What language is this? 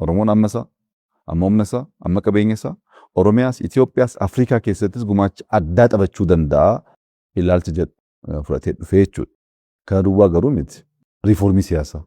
Oromo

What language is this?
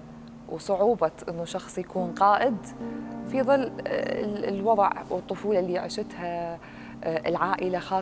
Mesopotamian Arabic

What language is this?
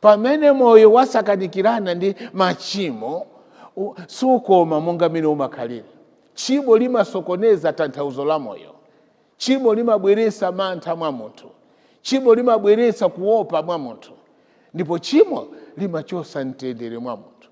Nyanja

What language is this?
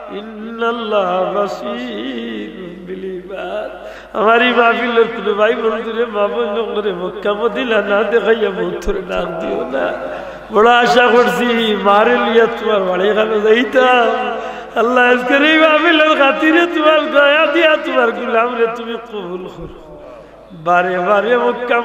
Sylheti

